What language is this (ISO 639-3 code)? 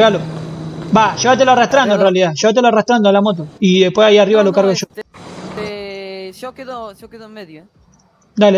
spa